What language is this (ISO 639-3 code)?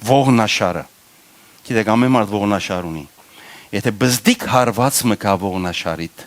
hyw